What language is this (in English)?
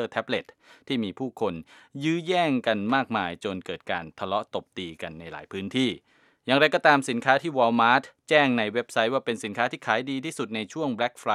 Thai